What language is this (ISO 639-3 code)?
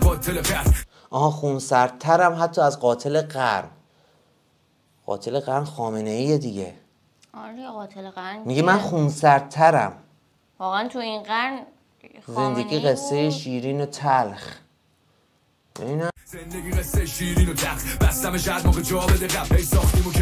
fas